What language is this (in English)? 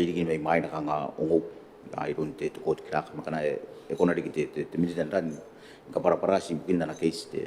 Gilbertese